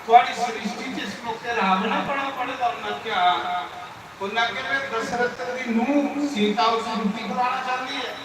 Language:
Dogri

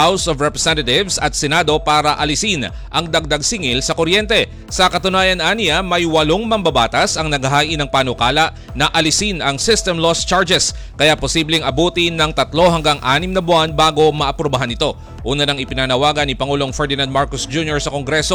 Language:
Filipino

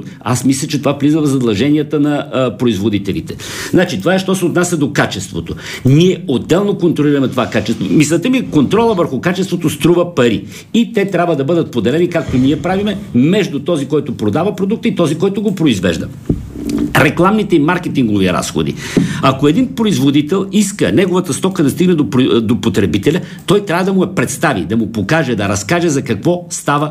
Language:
Bulgarian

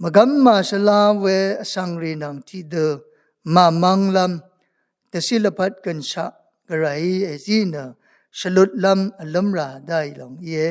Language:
Rawang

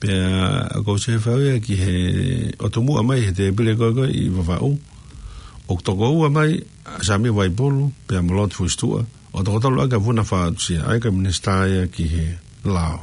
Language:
Tongan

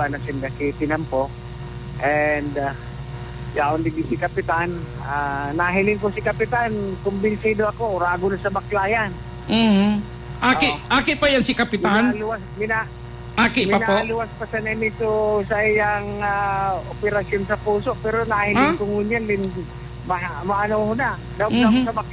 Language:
Bikol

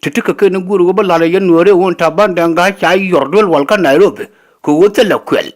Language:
Nuer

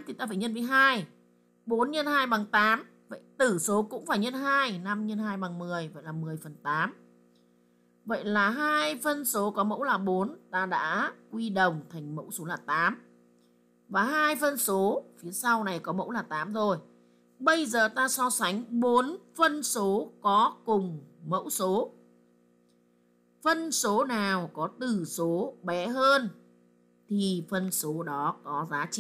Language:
Vietnamese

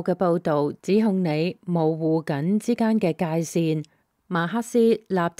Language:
Cantonese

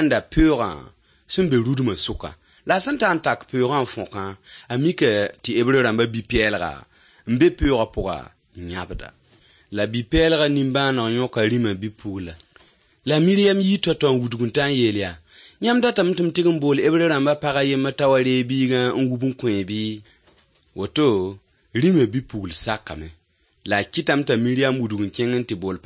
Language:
Mossi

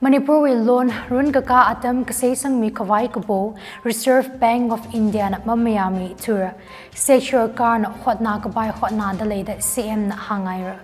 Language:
Tangkhul Naga (India)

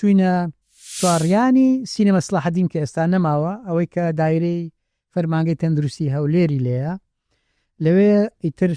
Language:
Central Kurdish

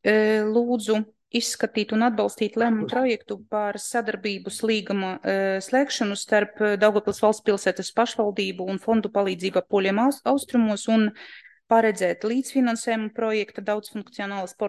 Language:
Latvian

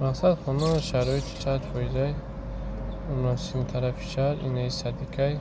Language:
Tajik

